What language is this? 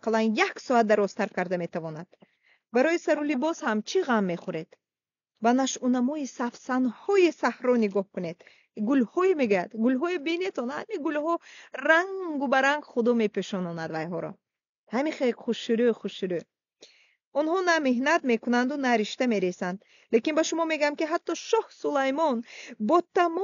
Tajik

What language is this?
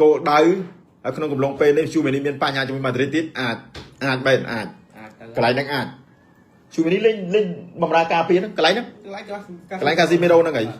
Khmer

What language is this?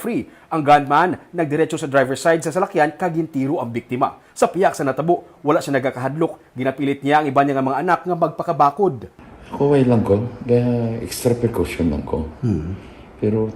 Hiligaynon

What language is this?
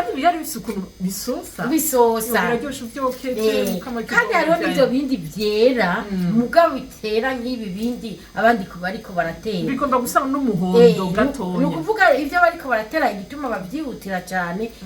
Rundi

